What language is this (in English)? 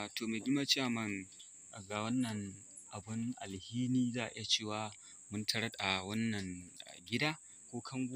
Hausa